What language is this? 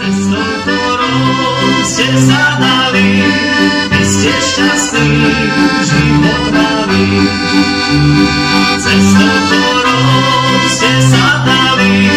Slovak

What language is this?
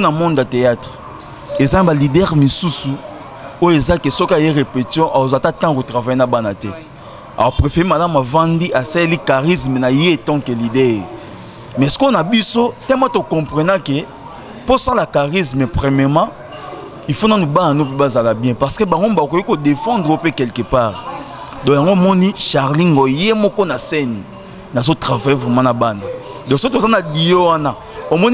Lingala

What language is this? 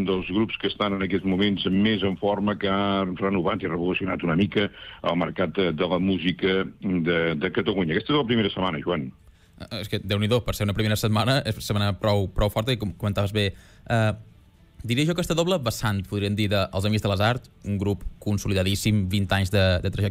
Catalan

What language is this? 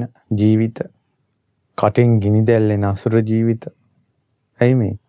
Sinhala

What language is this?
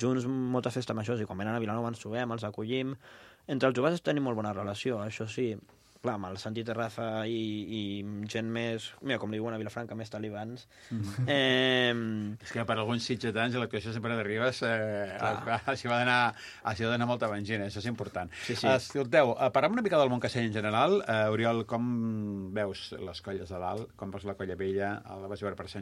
Catalan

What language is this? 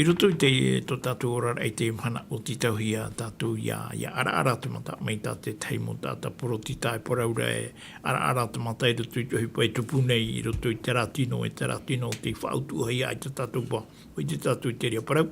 Tahitian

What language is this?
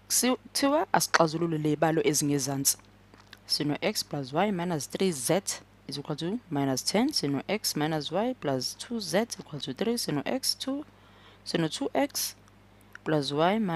Zulu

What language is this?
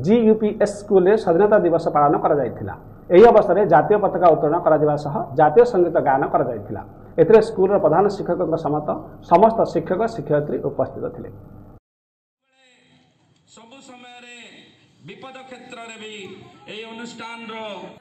Odia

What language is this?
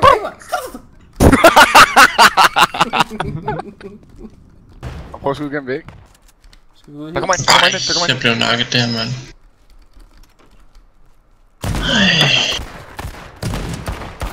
Danish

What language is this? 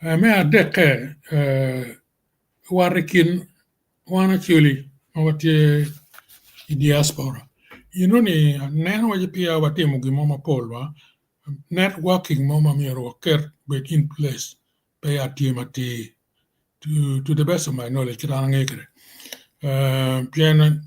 Acoli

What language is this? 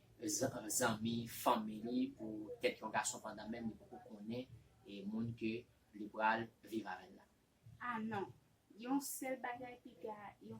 Haitian Creole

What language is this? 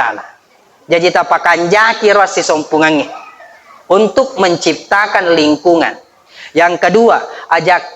Buginese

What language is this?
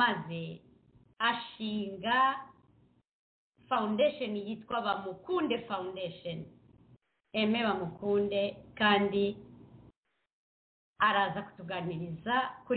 Kinyarwanda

